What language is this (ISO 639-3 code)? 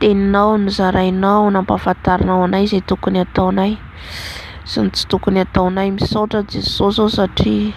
mlg